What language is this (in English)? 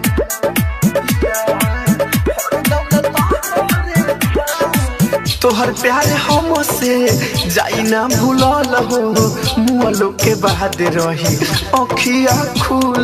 Bhojpuri